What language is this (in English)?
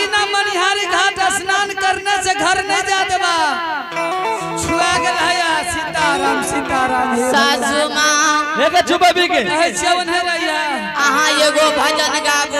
Angika